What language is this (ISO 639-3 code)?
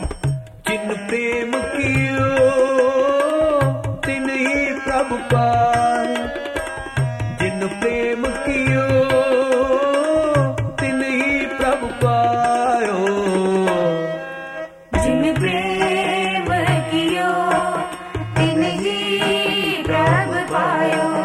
pan